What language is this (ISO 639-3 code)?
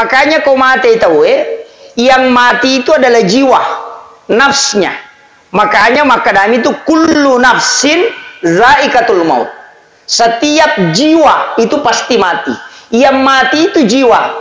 bug